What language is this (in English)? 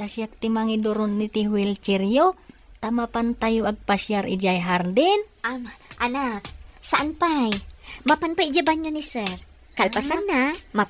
Iloko